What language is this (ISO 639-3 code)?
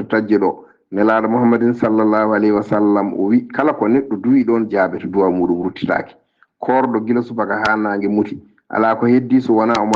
ful